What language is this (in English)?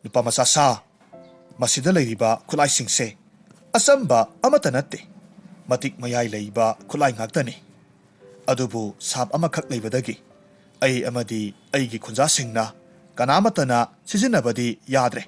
Manipuri